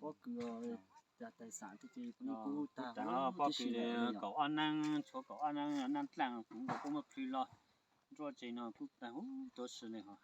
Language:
Hmong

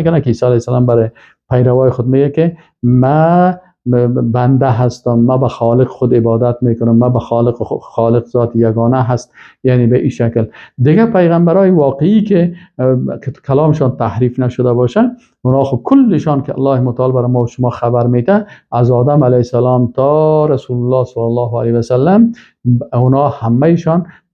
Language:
Persian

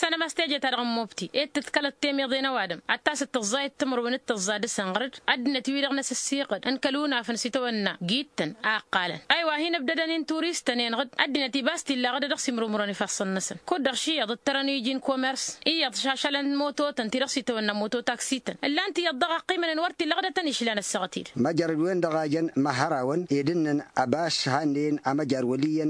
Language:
Tamasheq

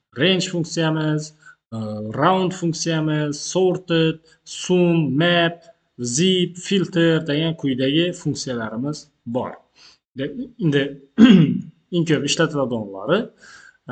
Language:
Uzbek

